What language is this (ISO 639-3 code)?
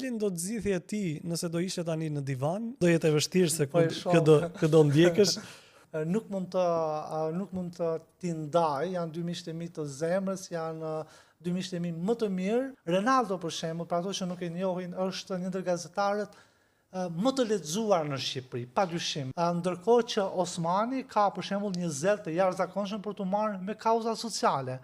sqi